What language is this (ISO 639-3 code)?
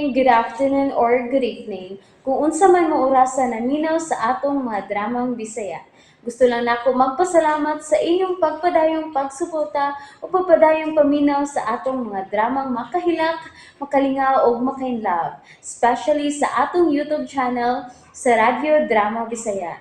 ceb